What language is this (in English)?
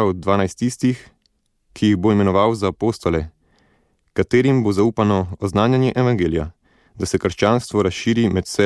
Slovenian